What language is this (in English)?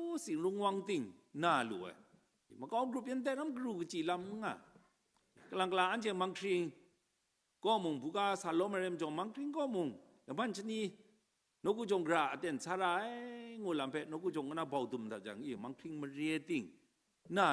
Kachin